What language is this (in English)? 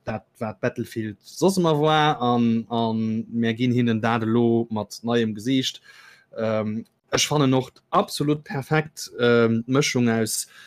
Luxembourgish